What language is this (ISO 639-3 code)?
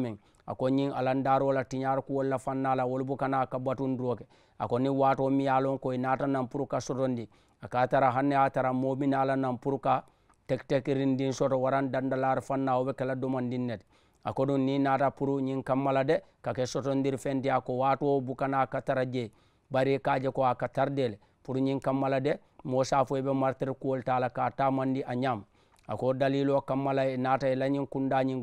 man